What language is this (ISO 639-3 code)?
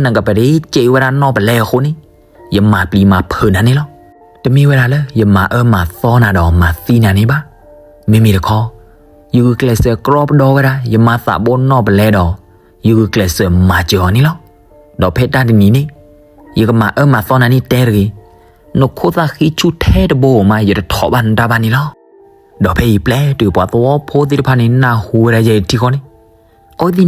ksw